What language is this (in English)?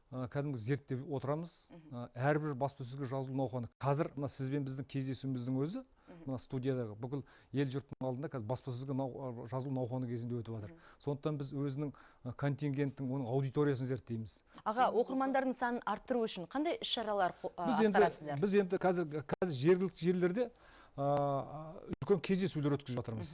Kazakh